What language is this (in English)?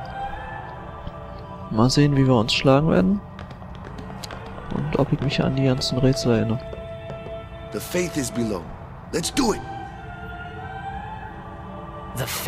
German